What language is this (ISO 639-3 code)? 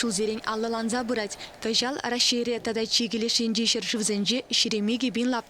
chv